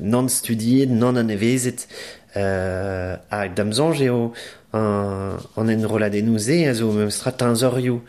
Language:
Breton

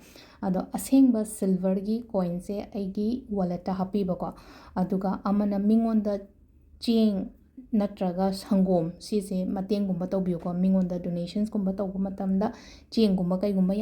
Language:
Manipuri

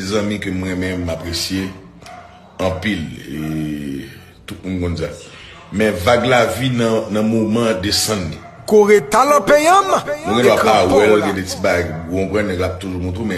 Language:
Haitian Creole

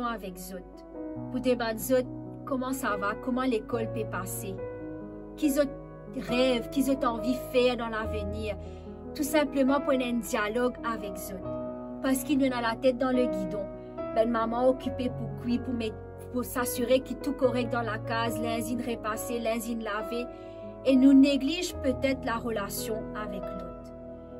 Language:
Morisyen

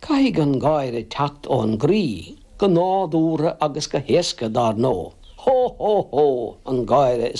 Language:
Irish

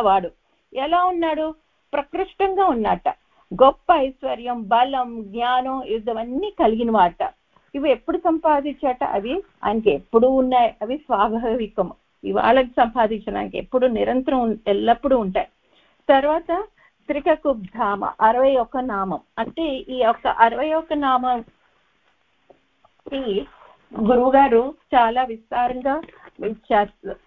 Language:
Telugu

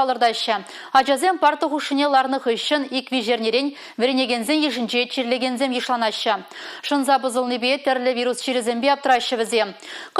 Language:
Chuvash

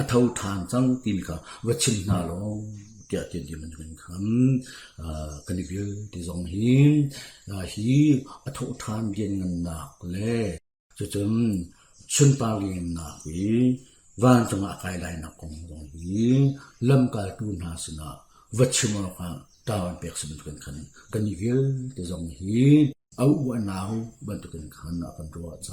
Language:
Hakha Chin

